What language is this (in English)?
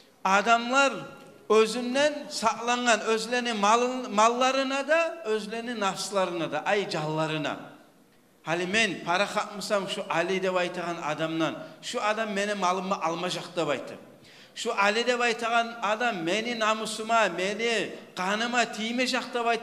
Kumyk